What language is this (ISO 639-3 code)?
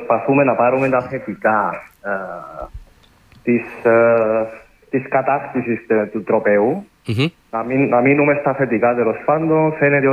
ell